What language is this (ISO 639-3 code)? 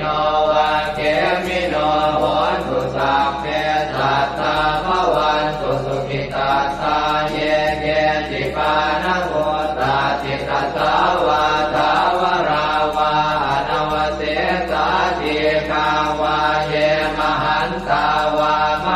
pli